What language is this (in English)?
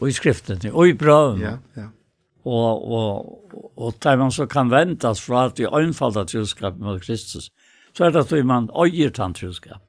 Faroese